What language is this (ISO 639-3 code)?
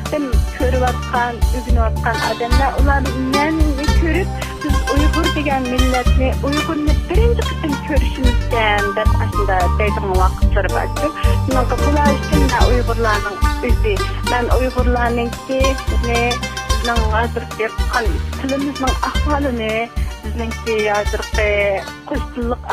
uig